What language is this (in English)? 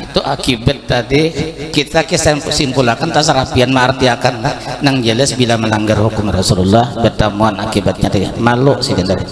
Banjar